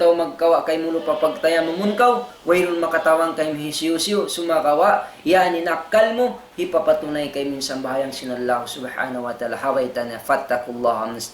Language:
Tausug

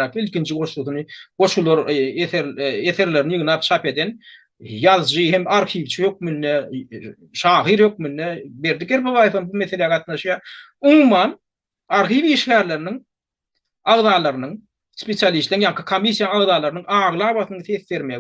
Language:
Turkmen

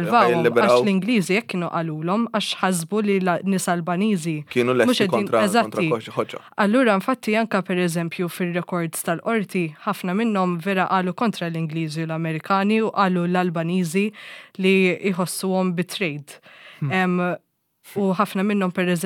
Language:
Maltese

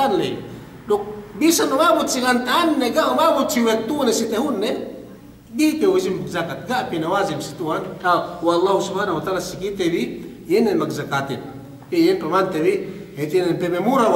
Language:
Yakan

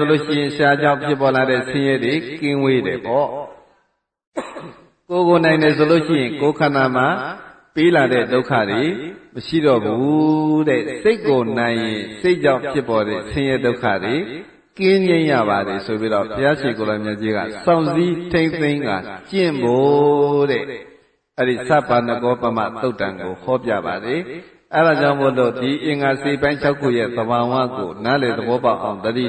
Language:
Burmese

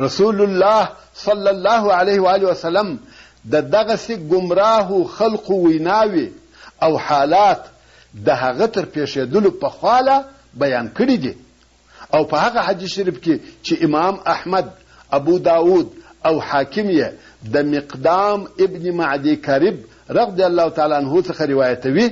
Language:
Pashto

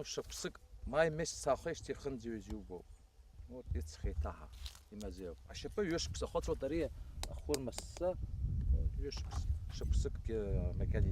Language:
Abkhazian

